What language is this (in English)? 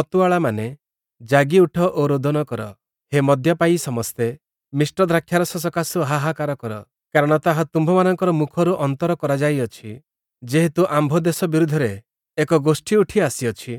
Odia